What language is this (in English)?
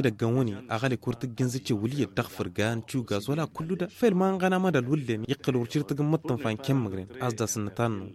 Tamasheq